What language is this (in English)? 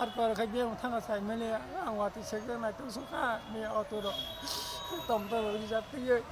Kok Borok